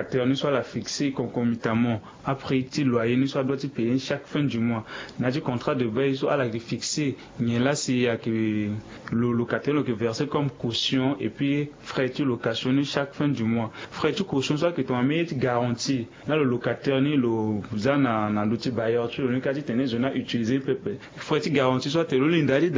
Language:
Sango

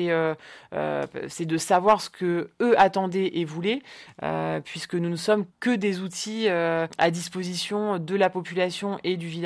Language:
French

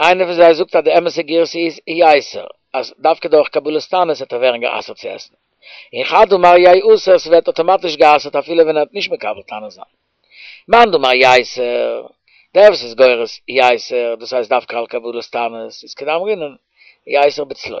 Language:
Yiddish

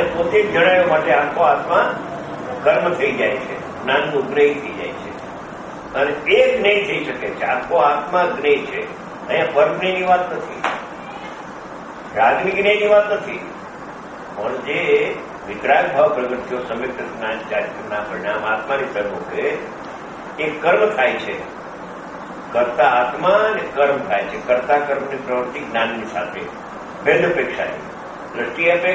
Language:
Gujarati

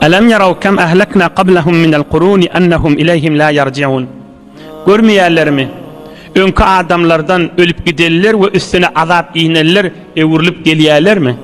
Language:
Turkmen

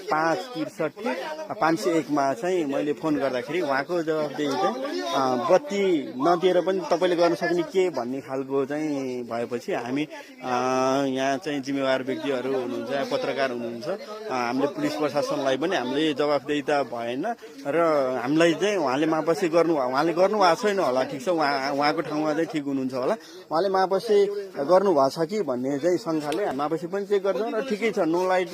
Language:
Nepali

